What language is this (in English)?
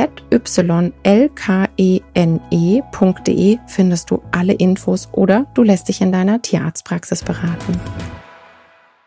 German